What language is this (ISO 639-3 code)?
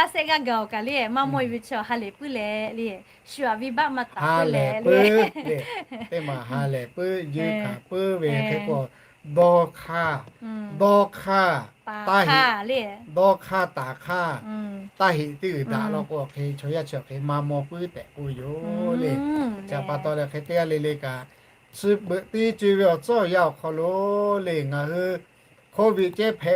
lhu